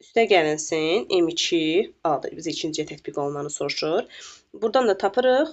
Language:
Azerbaijani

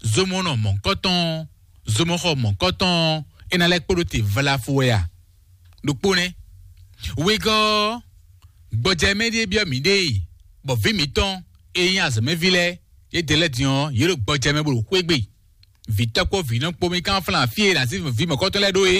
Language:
Fon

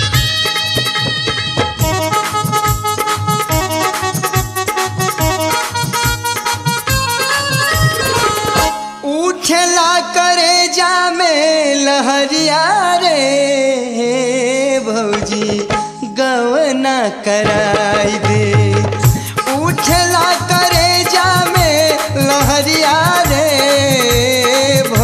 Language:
Bhojpuri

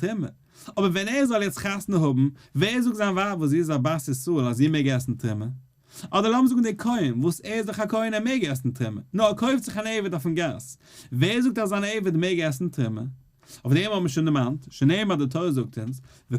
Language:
Yiddish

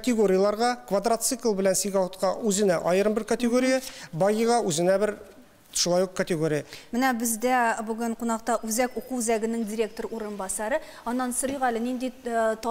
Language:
Tatar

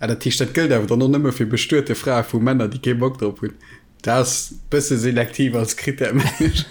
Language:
Luxembourgish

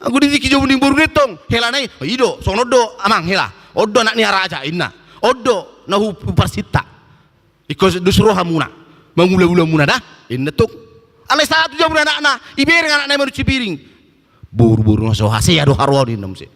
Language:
Batak Toba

